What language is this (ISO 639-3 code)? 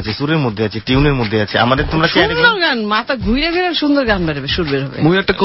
ben